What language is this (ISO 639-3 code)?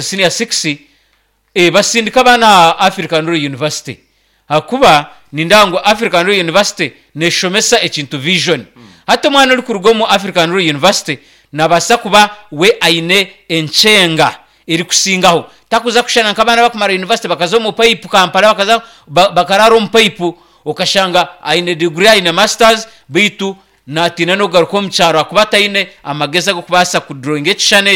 nyn